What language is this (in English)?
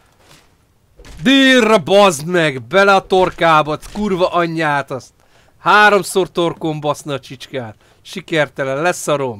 Hungarian